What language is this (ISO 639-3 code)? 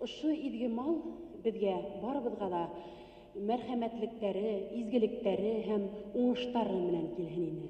bak